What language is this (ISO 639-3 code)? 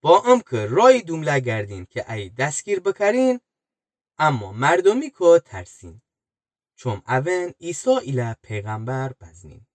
glk